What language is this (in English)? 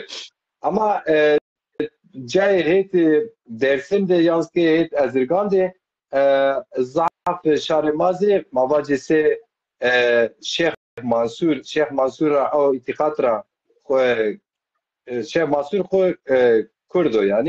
Zaza